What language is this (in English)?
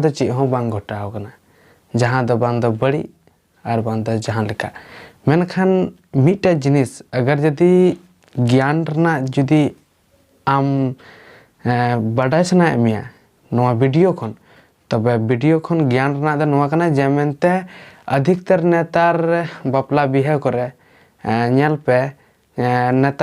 Santali